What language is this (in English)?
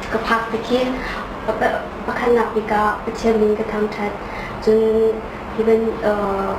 Hakha Chin